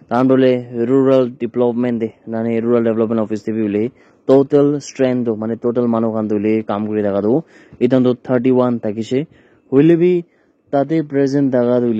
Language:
Naga Pidgin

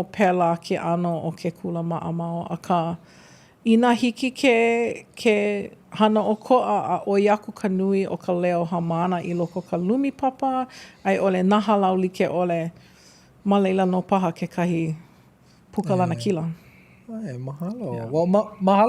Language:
Hawaiian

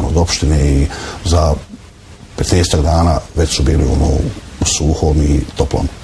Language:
Bosnian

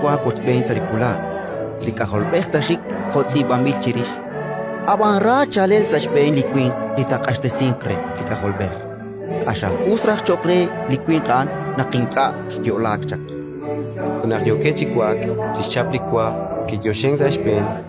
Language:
Kekchí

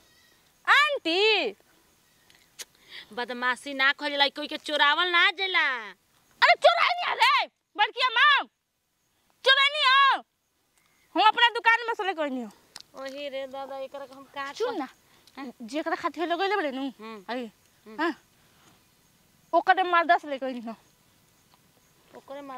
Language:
Bhojpuri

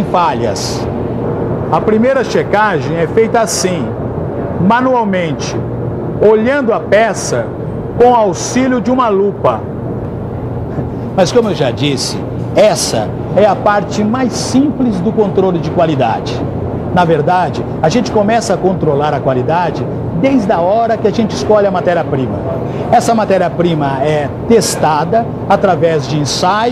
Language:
Portuguese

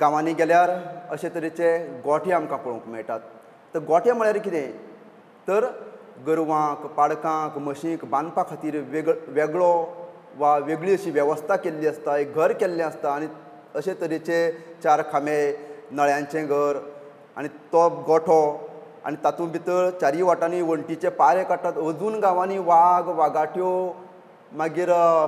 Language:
Konkani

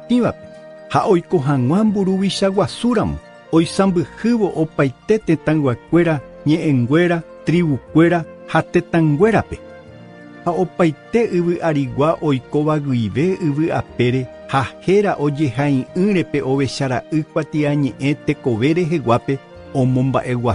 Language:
Guarani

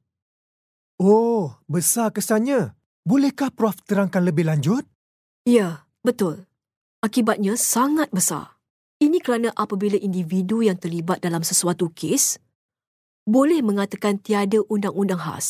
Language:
Malay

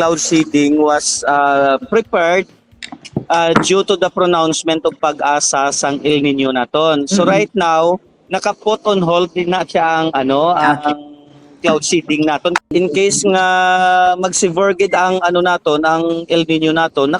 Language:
Hiligaynon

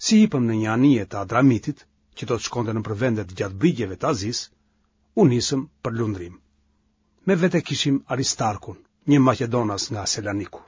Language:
Albanian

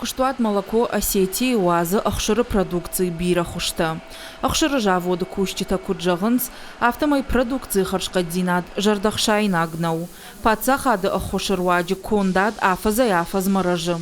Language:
Ossetic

